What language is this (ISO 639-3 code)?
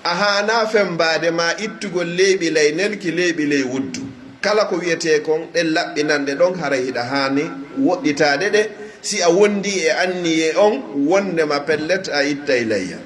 fuf